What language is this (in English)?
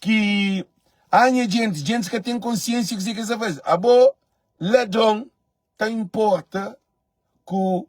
Kabuverdianu